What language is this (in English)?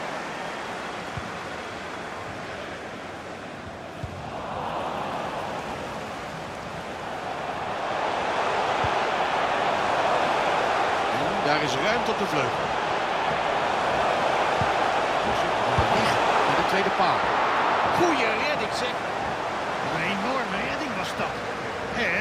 Dutch